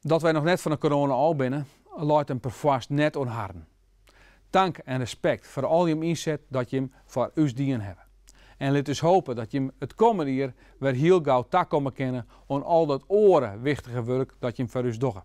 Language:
Western Frisian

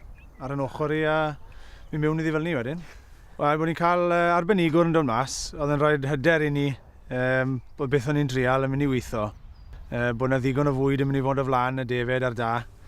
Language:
Welsh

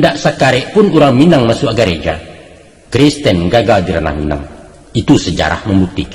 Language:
Minangkabau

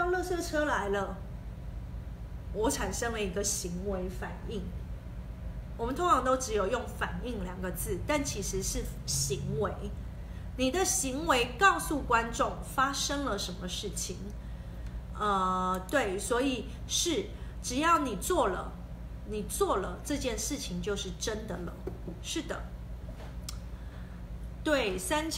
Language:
Chinese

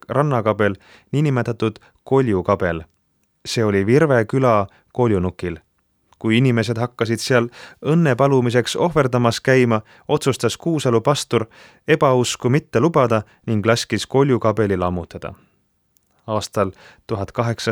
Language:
Estonian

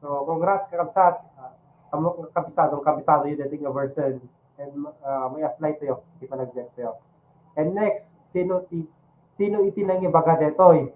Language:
Iloko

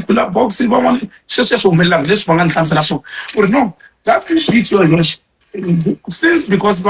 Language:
Tsonga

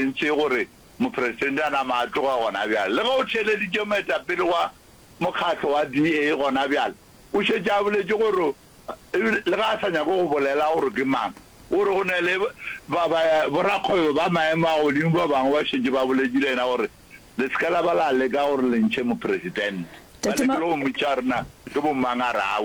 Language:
Northern Sotho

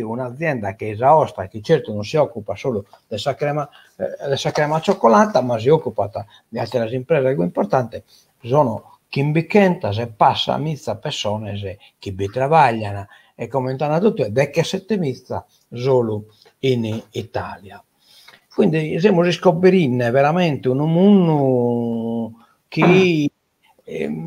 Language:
Sardinian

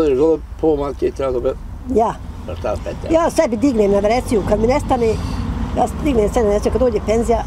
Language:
Bosnian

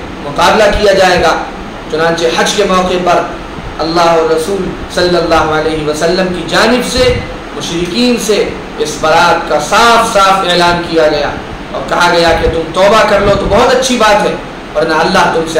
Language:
Urdu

